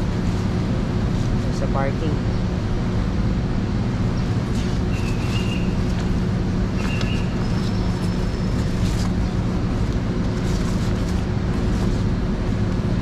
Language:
Filipino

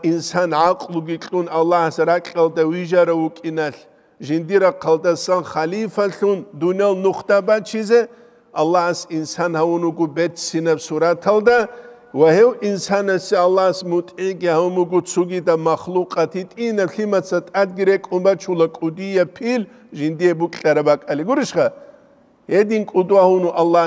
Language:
Avaric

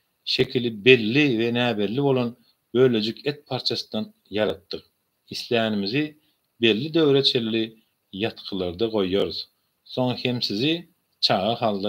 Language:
Turkmen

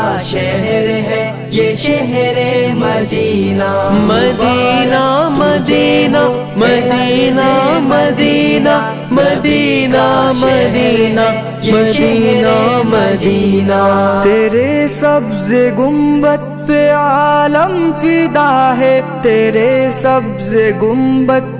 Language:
Urdu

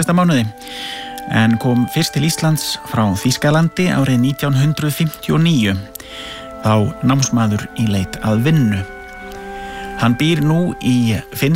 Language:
Icelandic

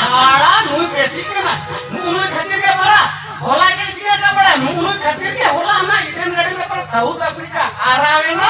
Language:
Santali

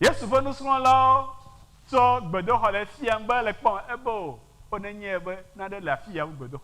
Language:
Ewe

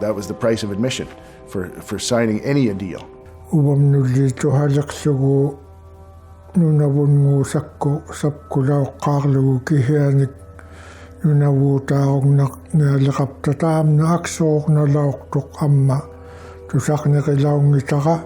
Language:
Inuktitut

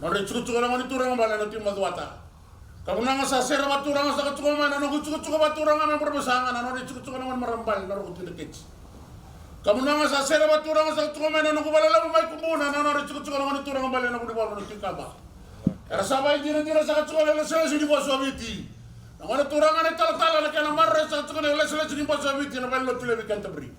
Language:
Fijian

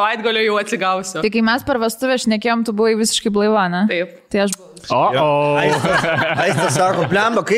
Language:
Lithuanian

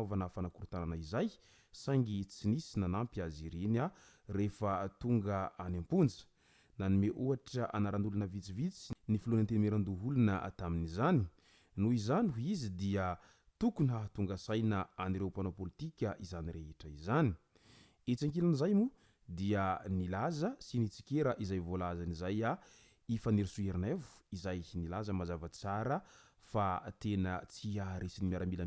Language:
Malagasy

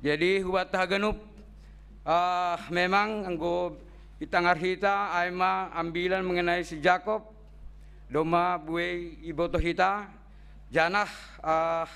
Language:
Batak Simalungun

